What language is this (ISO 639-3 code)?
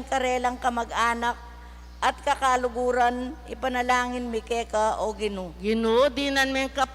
pam